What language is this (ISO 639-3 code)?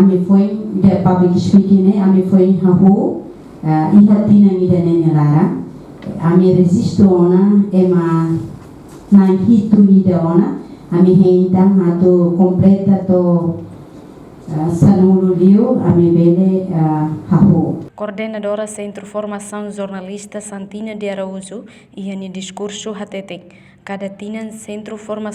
tet